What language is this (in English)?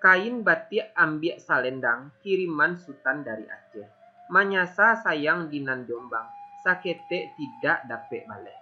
Minangkabau